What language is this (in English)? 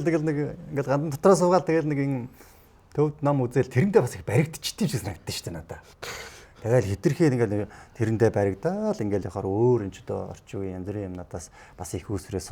Mongolian